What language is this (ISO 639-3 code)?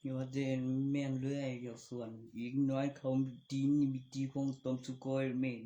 tts